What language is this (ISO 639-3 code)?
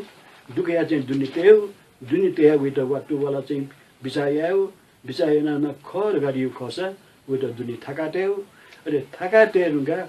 new